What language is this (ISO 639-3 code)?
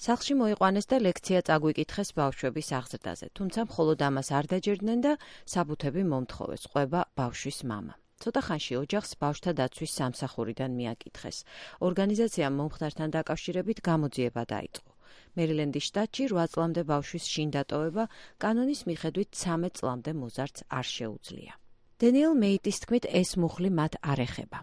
kat